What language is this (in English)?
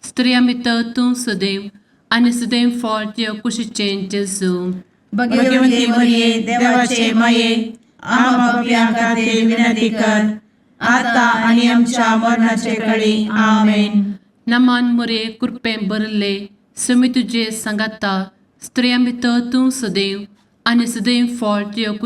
Konkani